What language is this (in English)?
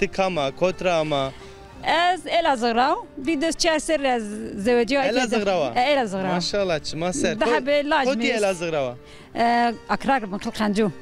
Zaza